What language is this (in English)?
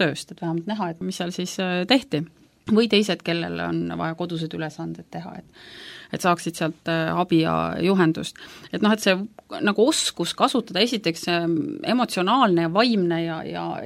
Estonian